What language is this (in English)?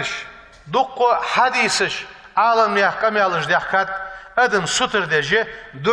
Ingush